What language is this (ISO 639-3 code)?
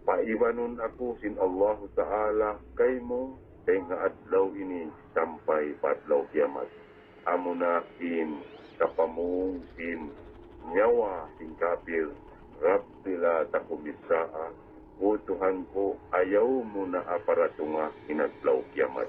tsg